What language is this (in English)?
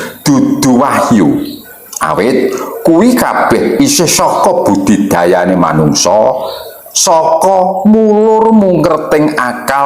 Javanese